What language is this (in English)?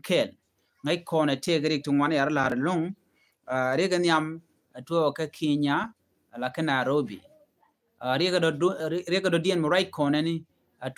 Nuer